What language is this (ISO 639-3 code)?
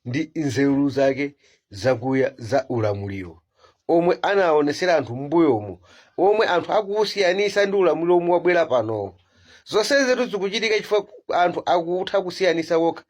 nya